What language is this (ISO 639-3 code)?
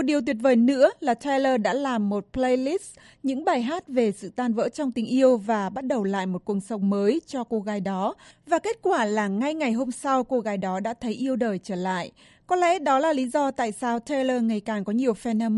vie